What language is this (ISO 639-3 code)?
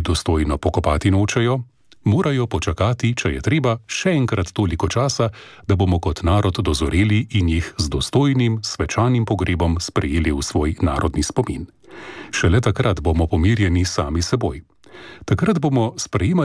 slv